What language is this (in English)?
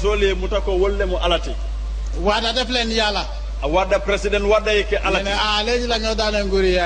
Wolof